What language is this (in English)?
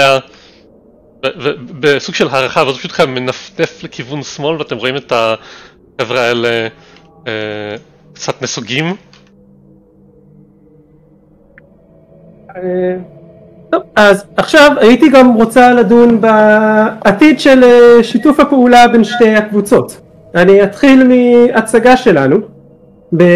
Hebrew